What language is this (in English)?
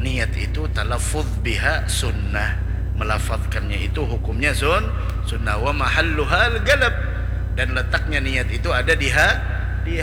Banjar